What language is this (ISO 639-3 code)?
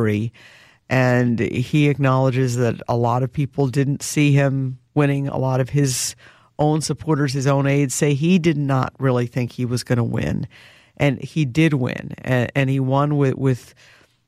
eng